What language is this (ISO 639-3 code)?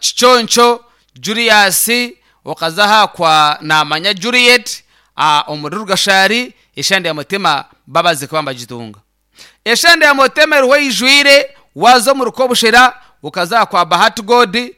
nyn